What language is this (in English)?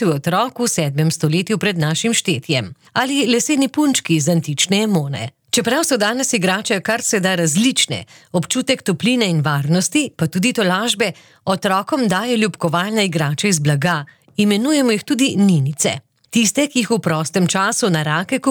Slovenian